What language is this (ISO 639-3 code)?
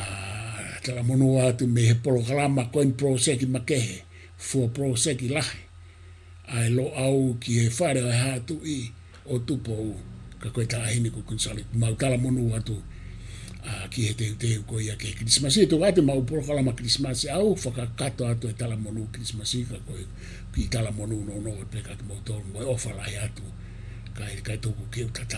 ton